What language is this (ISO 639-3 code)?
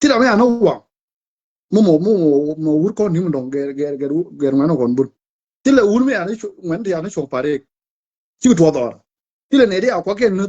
nus